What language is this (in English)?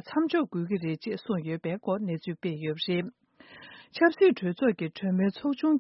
Tibetan